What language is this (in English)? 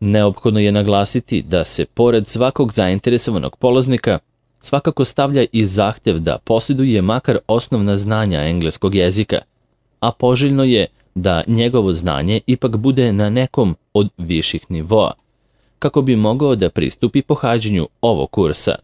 Serbian